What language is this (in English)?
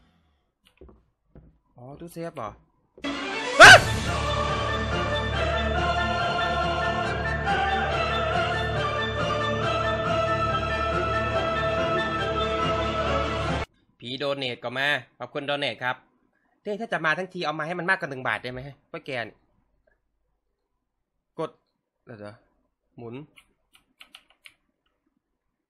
Thai